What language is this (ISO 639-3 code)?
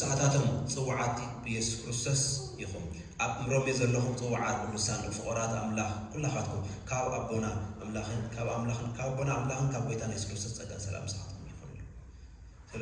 tir